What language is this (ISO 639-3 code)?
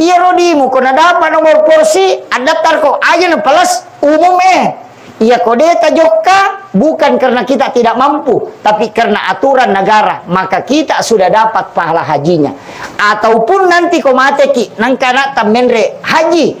bug